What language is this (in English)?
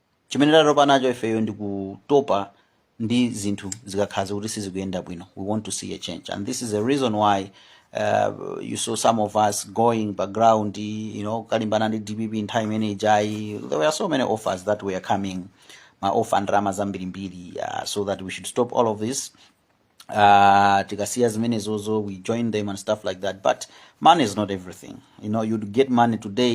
Nyanja